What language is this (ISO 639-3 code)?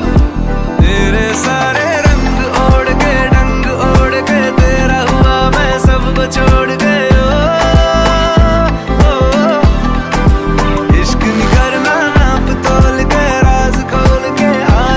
hin